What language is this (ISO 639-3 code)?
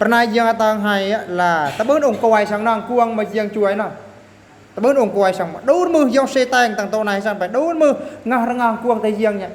bru